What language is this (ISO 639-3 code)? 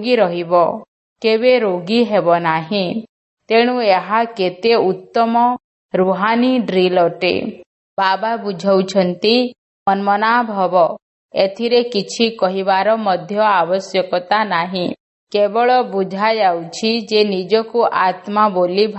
ori